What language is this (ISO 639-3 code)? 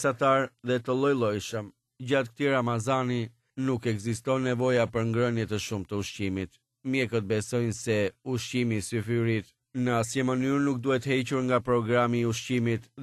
sqi